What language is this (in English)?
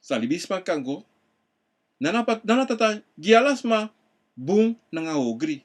Sranan Tongo